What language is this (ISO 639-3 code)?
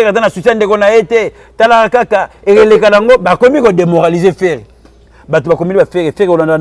lin